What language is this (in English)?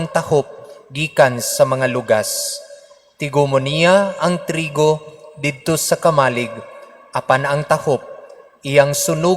Cebuano